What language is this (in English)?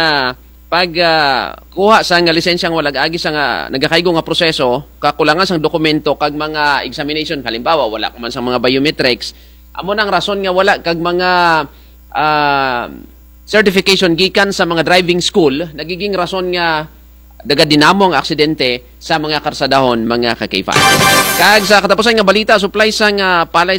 Kinaray-a